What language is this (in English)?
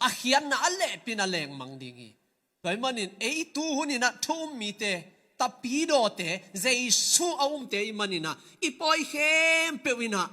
Tedim Chin